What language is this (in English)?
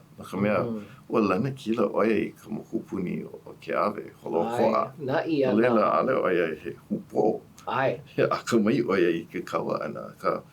Hawaiian